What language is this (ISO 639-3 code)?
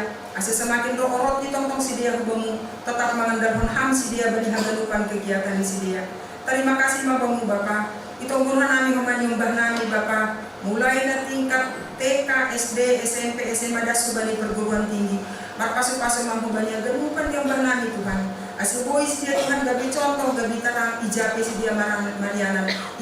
bts